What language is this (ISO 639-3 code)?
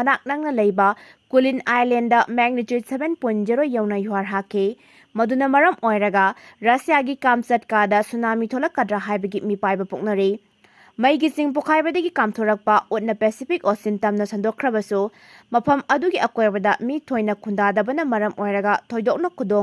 mni